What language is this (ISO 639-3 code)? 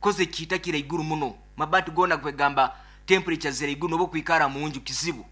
nyo